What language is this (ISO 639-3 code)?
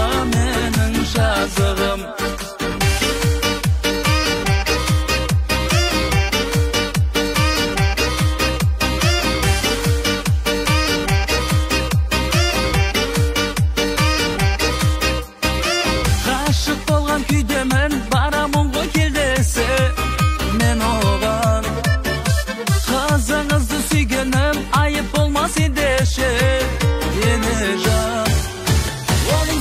kaz